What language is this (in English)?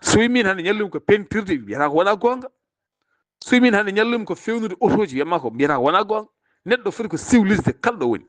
Fula